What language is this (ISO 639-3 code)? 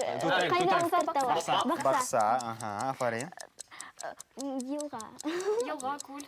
bak